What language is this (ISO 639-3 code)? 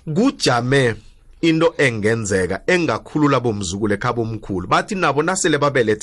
nbl